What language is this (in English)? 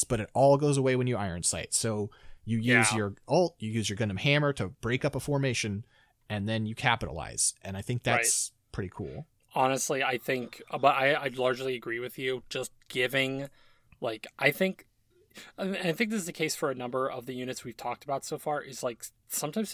English